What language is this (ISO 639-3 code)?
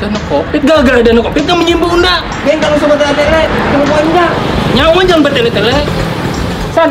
bjn